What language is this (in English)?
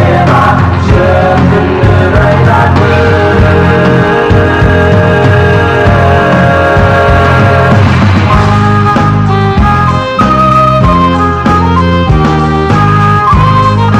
Icelandic